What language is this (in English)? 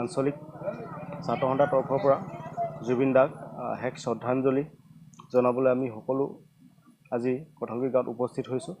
Assamese